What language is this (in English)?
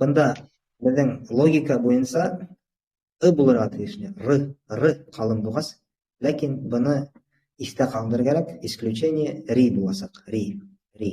Bashkir